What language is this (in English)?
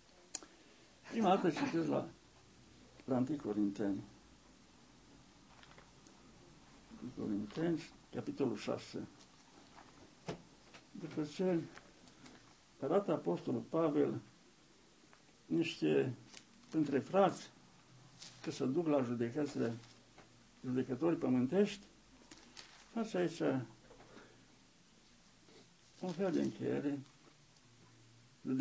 Romanian